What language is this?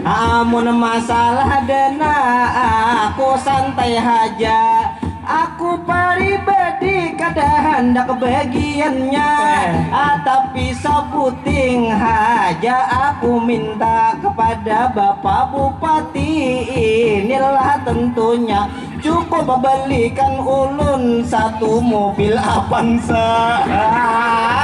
Banjar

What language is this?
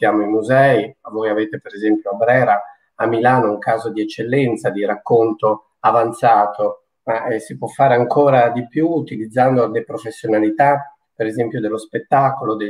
Italian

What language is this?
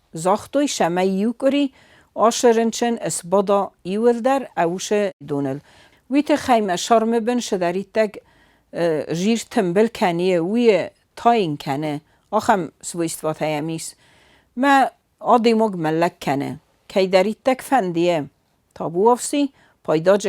Ossetic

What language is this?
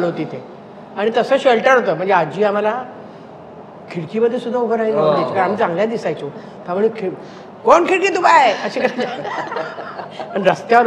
Marathi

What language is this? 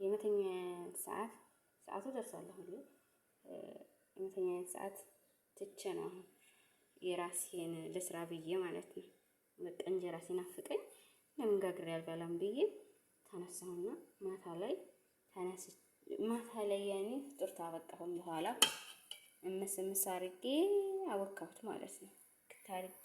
Amharic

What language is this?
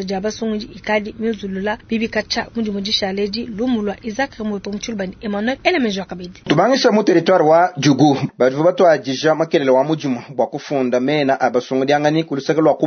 Luba-Lulua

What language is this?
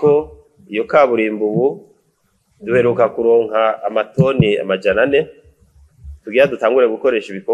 Rundi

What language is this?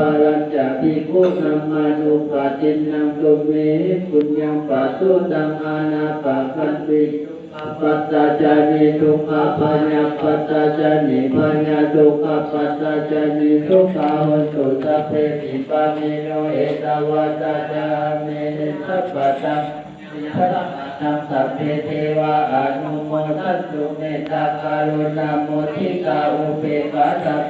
Pali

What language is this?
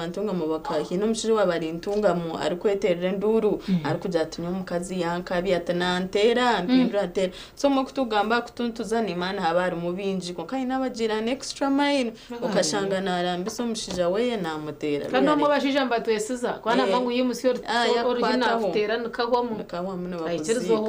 Nyankole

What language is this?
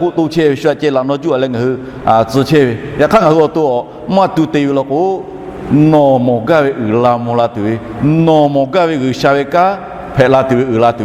Lahu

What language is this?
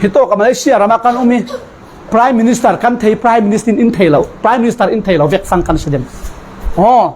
Falam Chin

